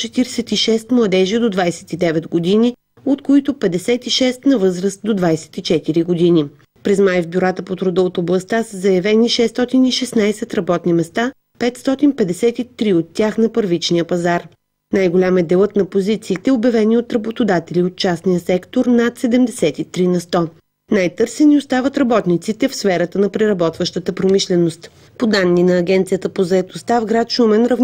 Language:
Bulgarian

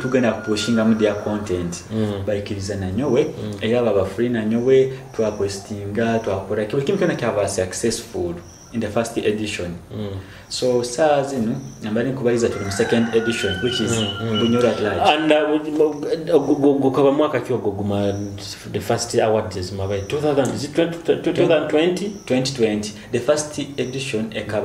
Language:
Nyoro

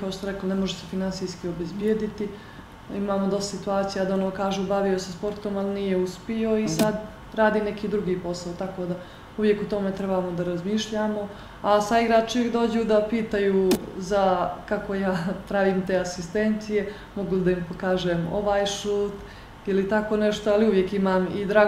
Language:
Bosnian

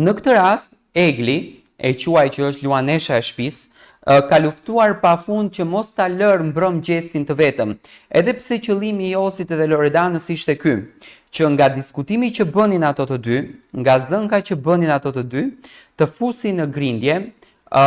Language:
Albanian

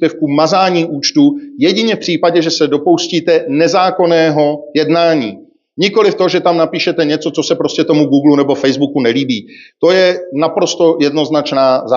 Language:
Czech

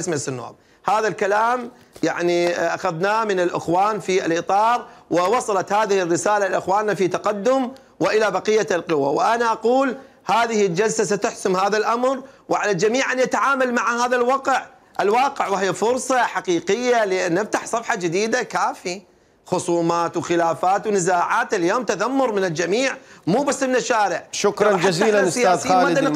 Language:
Mesopotamian Arabic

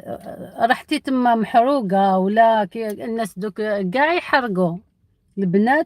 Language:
Algerian Arabic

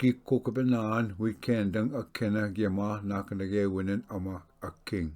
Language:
Ojibwa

